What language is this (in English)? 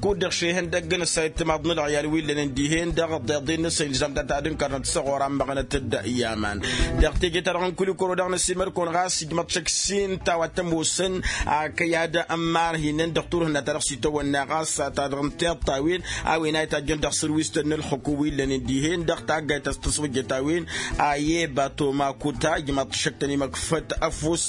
Tamasheq